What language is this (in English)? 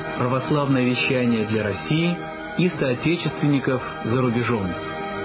Russian